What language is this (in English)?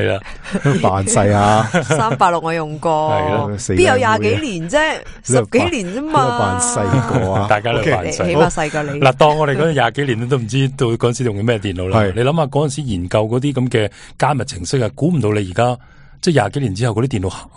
Cantonese